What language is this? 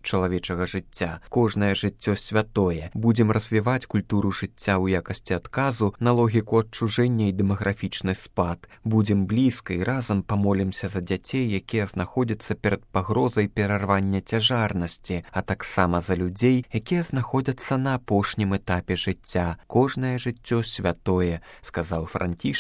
Belarusian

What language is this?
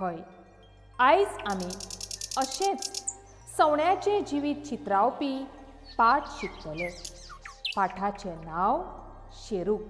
Konkani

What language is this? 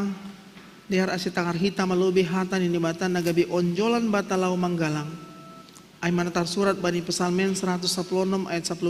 Batak Simalungun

